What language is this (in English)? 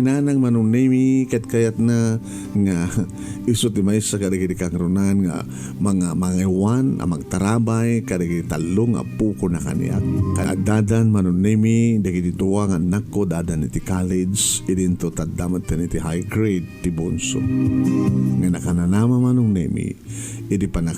Iloko